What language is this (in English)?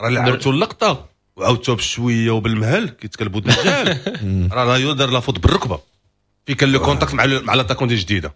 Moroccan Arabic